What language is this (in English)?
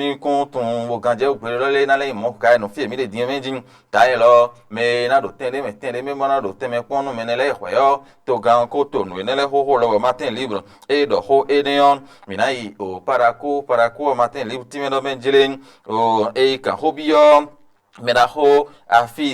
Fon